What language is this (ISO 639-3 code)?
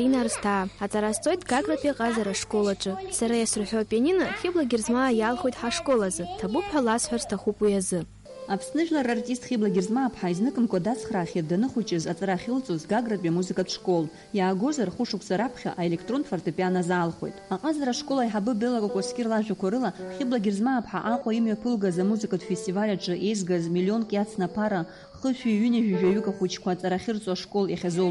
abk